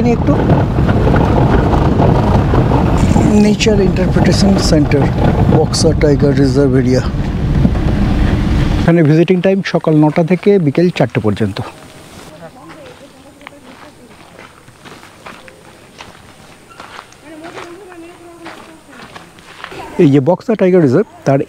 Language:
Bangla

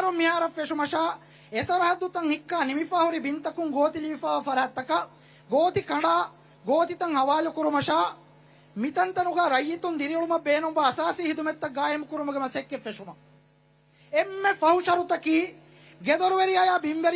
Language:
Divehi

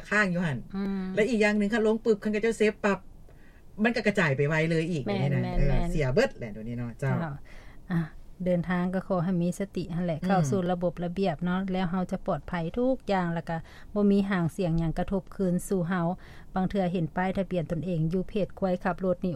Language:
Lao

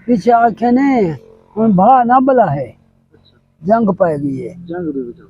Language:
Saraiki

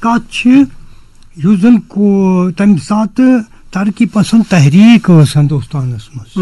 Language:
Kashmiri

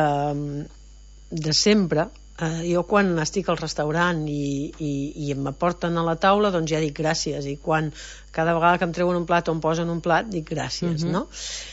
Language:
Catalan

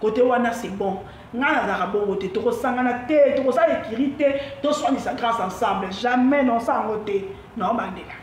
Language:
Lingala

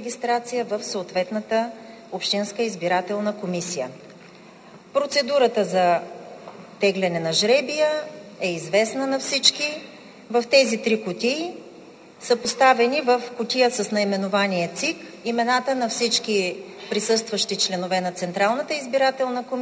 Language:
Bulgarian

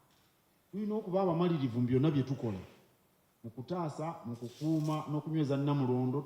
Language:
Ganda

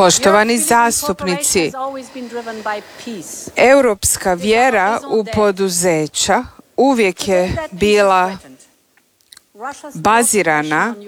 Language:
Croatian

